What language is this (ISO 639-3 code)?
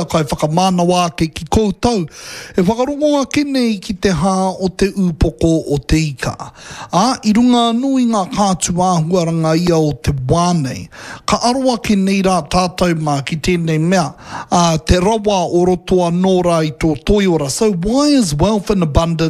mri